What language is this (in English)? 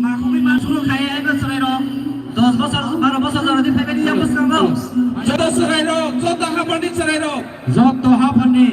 Kok Borok